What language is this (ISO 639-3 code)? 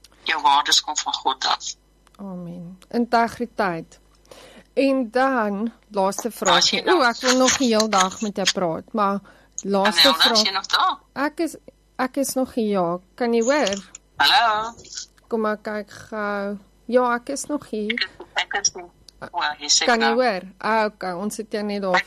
afr